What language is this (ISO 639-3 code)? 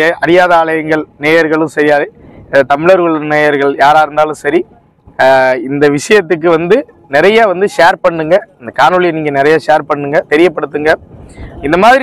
tam